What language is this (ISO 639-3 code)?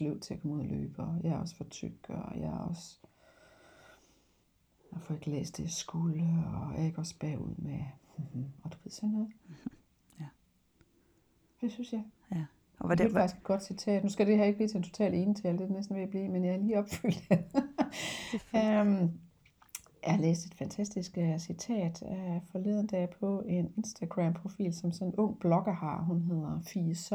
dan